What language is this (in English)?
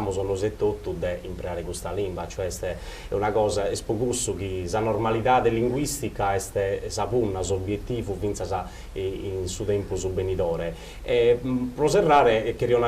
Sardinian